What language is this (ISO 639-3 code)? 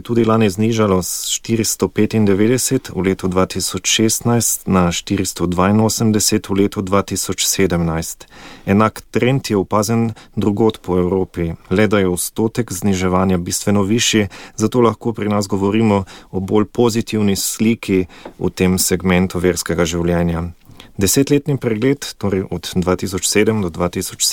slv